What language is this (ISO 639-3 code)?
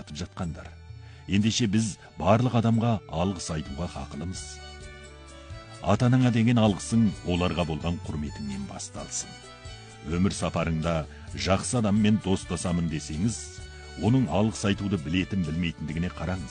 kaz